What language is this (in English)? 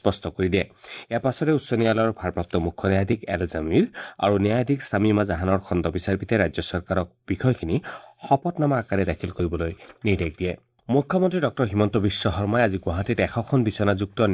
Assamese